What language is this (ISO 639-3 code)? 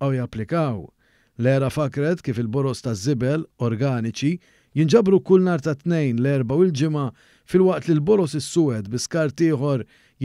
mlt